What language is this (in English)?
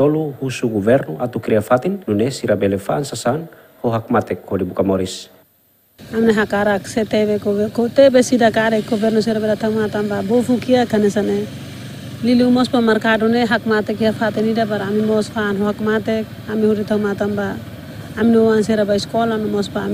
Tetum